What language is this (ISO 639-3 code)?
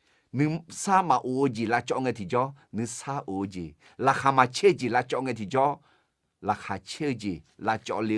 ahk